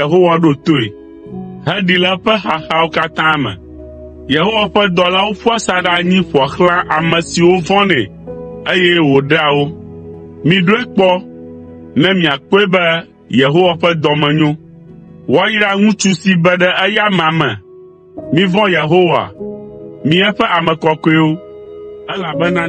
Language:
Ewe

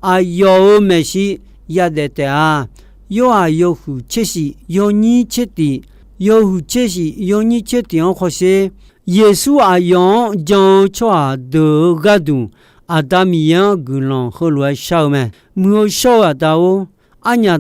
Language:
Akha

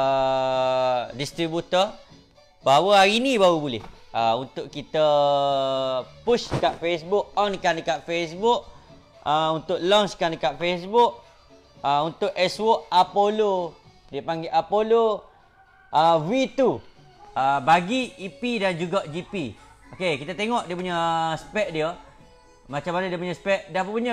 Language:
Malay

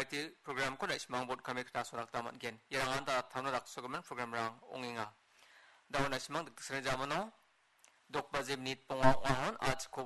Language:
Garo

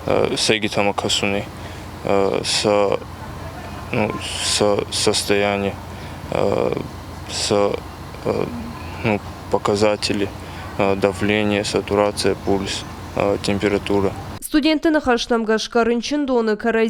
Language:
Ossetic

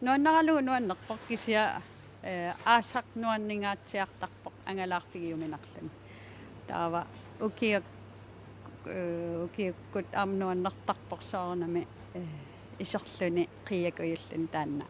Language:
Kalaallisut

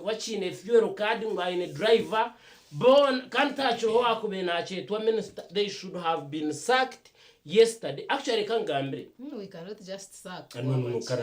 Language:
Nyankole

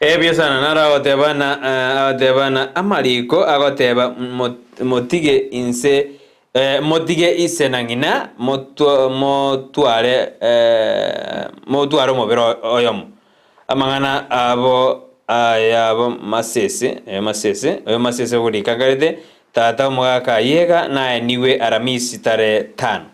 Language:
Gusii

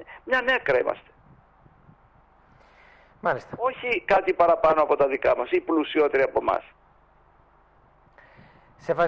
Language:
Greek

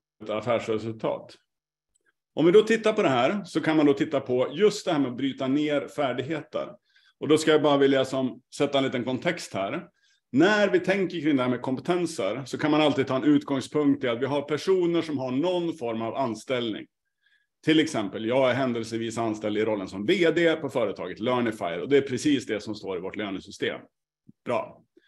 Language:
Swedish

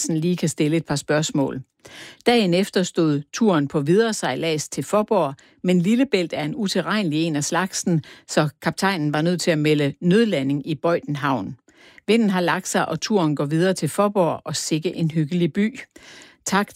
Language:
Danish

